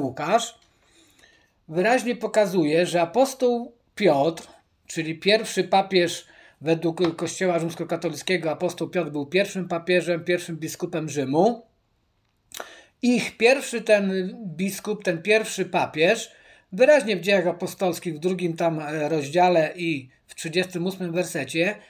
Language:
Polish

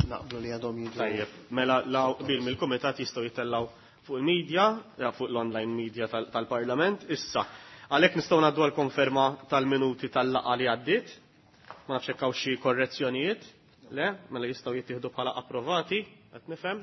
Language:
Maltese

